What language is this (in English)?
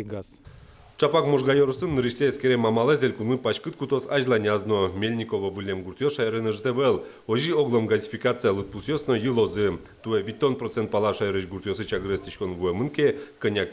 Udmurt